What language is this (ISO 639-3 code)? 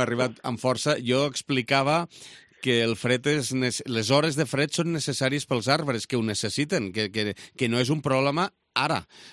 cat